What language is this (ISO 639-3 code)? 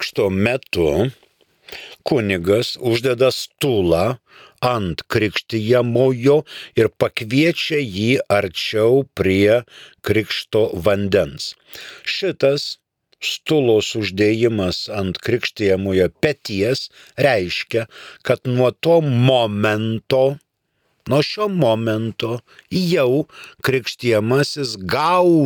lit